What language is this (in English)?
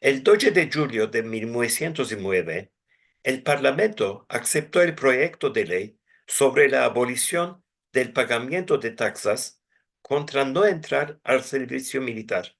Ladino